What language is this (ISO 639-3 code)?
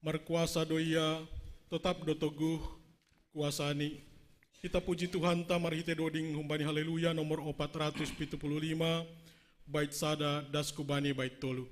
bts